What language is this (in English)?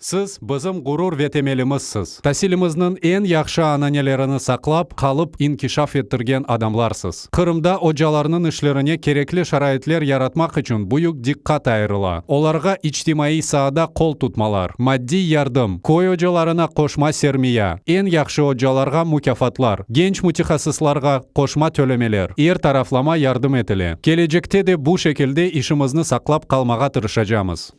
Crimean Tatar